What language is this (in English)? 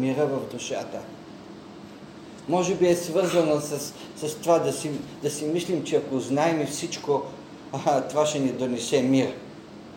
Bulgarian